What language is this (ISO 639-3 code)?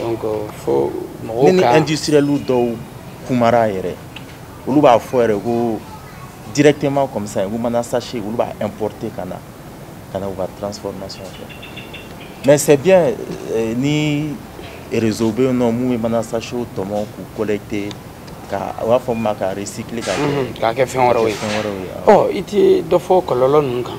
bam